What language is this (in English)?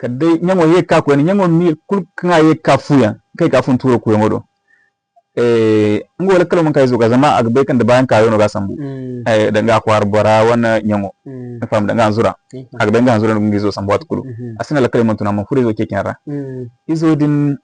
Zarma